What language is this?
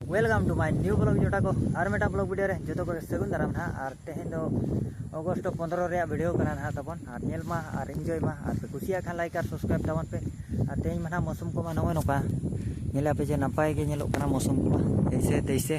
Santali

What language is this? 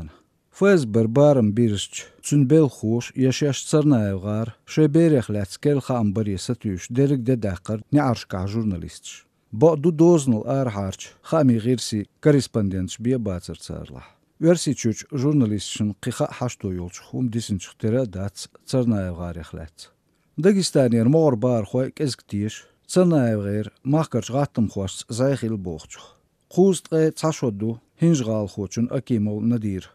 Chechen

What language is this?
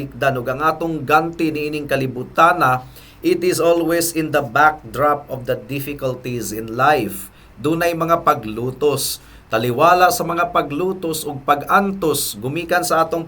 Cebuano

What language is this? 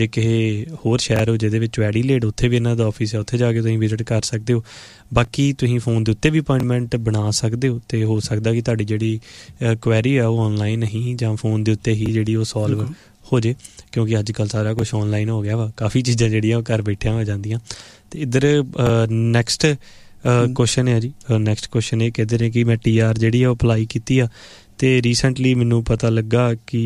Punjabi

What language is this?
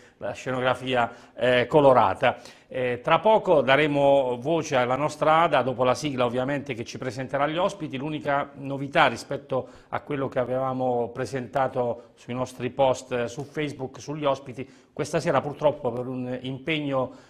Italian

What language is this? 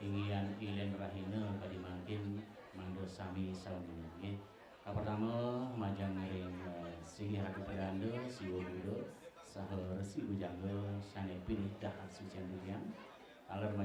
Balinese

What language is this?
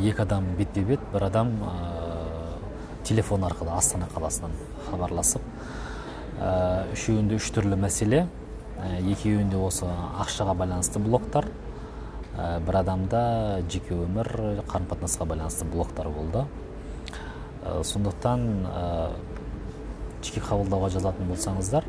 Kazakh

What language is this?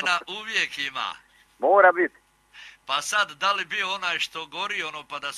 Croatian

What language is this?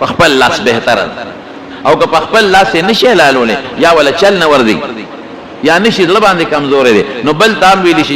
Pashto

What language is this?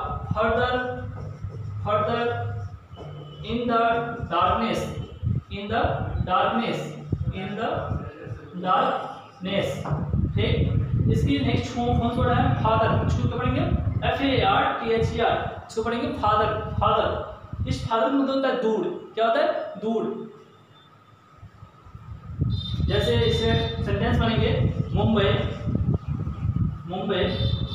Hindi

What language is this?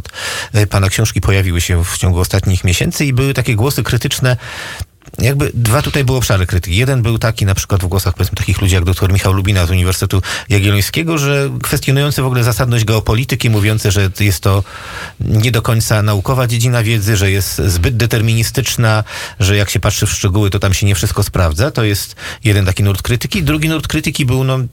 Polish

